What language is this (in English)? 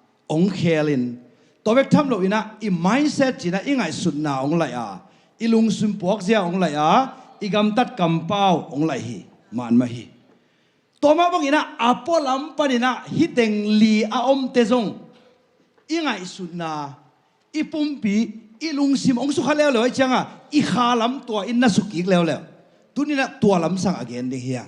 Tedim Chin